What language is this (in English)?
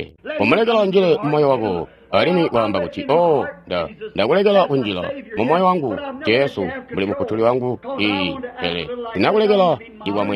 Tonga (Zambia)